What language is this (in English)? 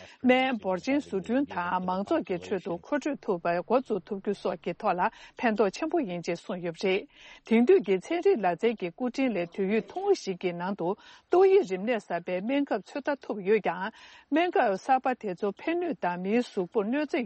Tibetan